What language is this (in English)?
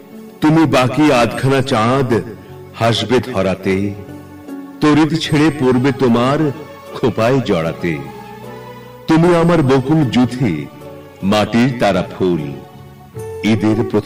Bangla